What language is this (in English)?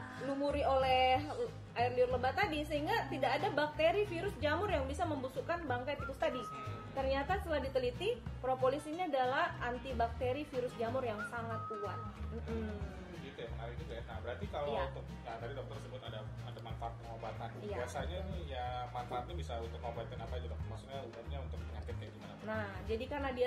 Indonesian